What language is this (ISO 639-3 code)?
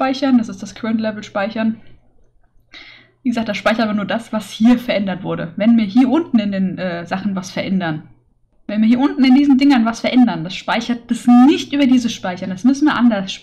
deu